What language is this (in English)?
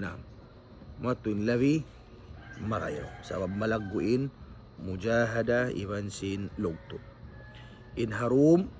Tausug